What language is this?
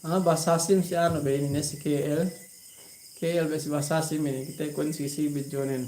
Yakan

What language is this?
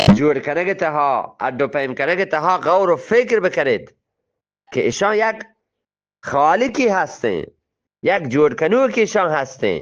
Eastern Balochi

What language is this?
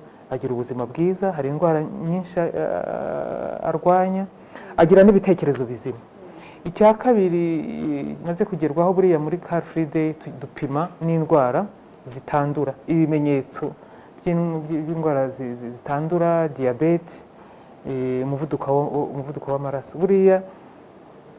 Kinyarwanda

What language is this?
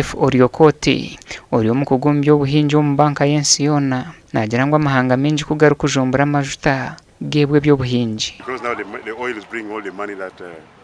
Nyankole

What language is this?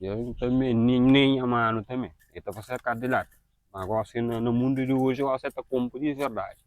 Kabuverdianu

